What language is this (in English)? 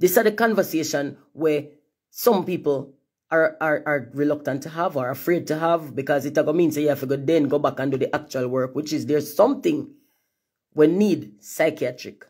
Jamaican Creole English